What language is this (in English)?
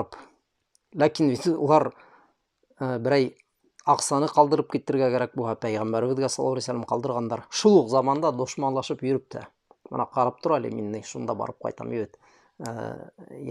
Bashkir